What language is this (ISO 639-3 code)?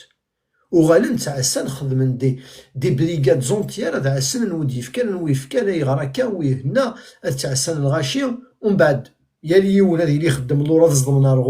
kab